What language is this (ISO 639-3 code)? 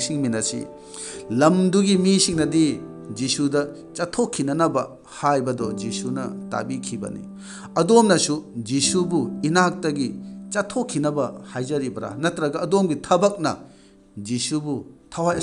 mni